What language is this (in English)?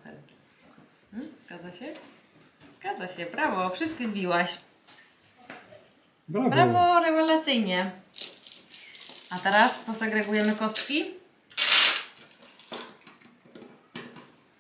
Polish